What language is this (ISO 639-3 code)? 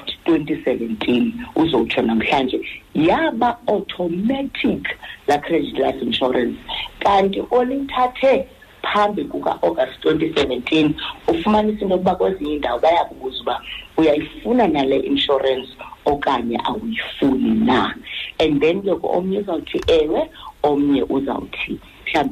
xho